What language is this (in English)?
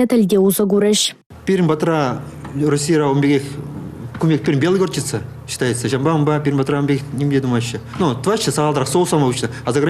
Chuvash